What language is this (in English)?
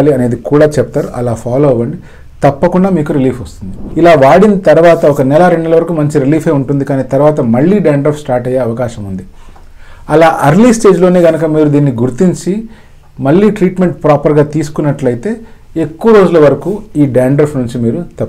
Telugu